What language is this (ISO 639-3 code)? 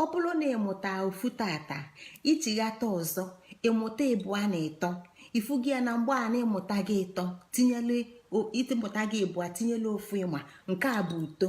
ibo